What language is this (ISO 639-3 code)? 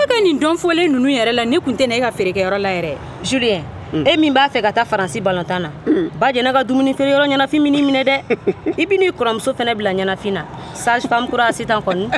bam